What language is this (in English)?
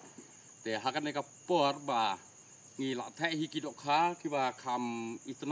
Khasi